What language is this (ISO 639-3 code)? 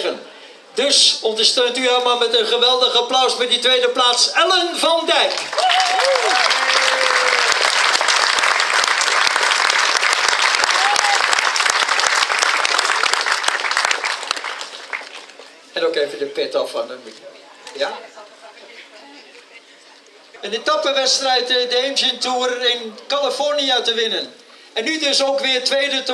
nld